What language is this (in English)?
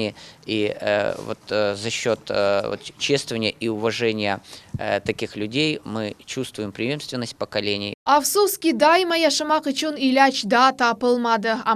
Crimean Tatar